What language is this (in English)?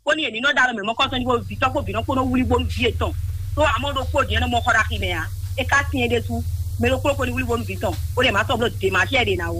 Fon